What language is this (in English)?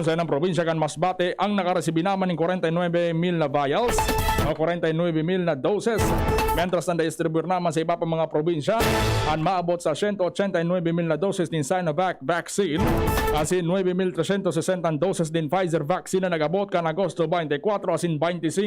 Bikol